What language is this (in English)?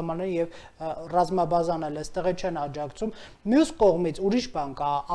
Armenian